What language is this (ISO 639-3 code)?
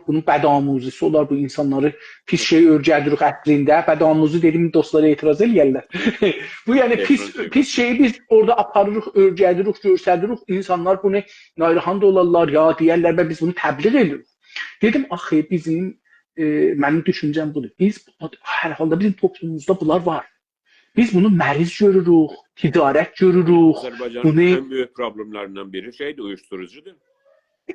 azb